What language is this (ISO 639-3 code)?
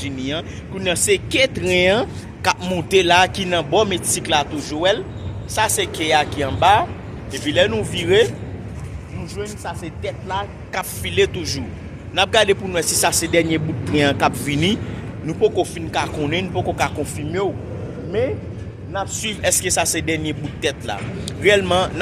hat